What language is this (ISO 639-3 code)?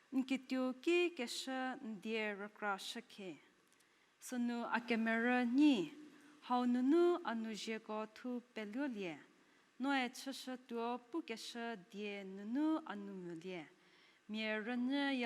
njm